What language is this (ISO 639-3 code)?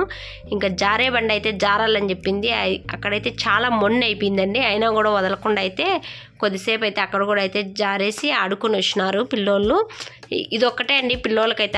tel